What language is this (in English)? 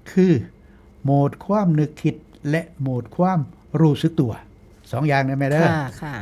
Northeastern Thai